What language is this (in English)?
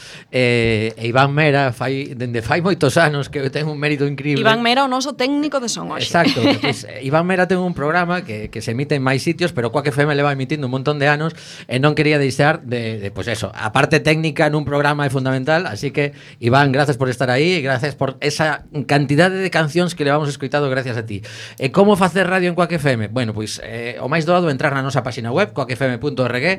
Galician